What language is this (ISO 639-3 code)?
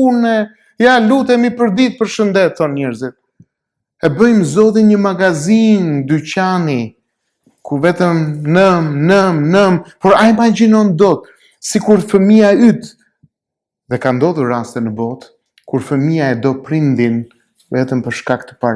sqi